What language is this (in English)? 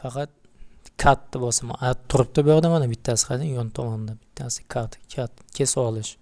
Uzbek